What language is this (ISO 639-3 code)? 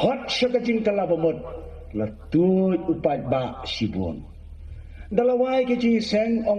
kha